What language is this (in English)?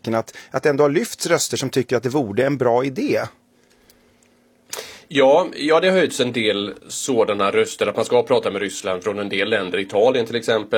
Swedish